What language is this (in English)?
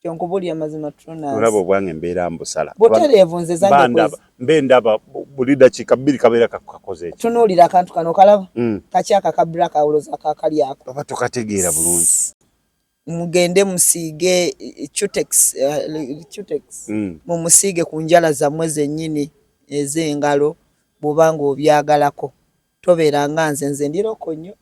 Ganda